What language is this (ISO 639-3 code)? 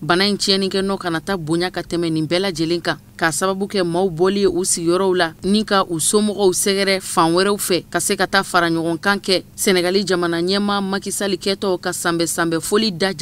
bam